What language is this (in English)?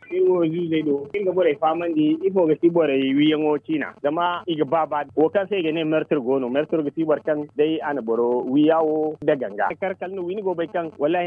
Zarma